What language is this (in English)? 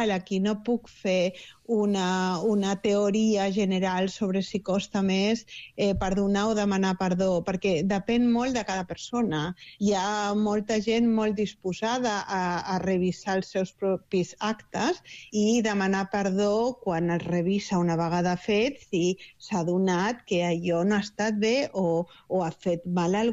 Catalan